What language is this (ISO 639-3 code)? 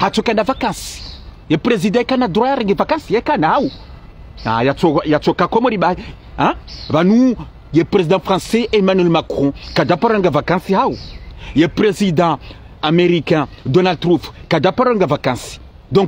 zdj